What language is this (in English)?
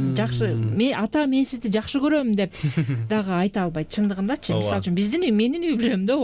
Kyrgyz